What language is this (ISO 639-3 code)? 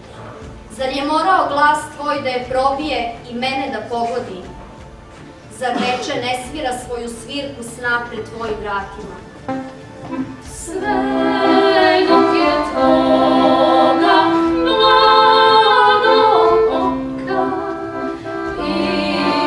srp